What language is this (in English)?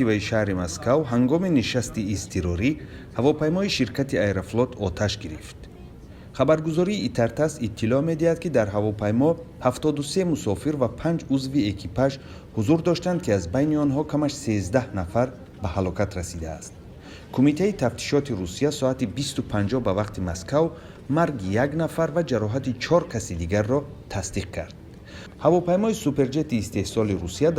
Tajik